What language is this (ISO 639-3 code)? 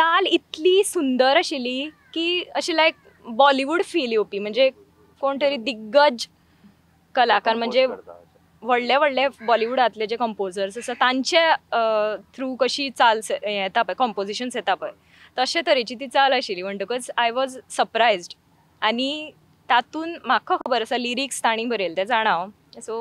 kok